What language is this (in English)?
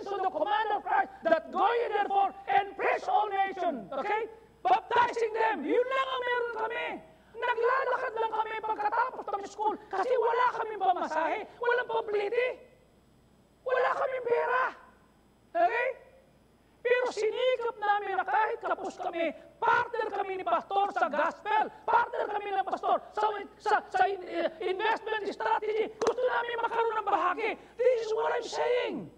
Filipino